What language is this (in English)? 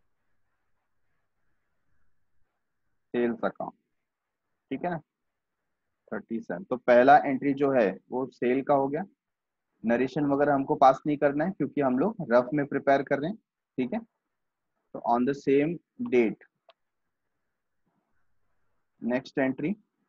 Hindi